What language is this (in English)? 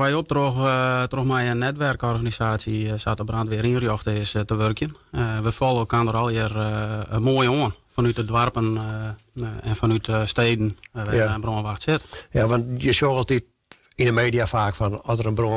Western Frisian